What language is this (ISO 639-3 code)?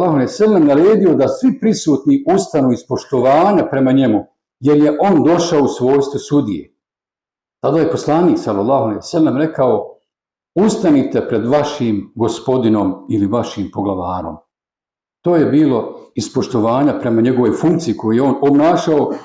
bos